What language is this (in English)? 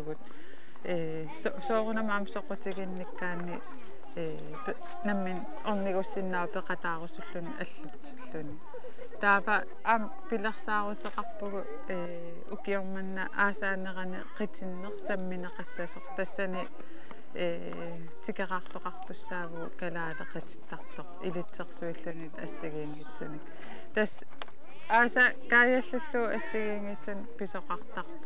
Kalaallisut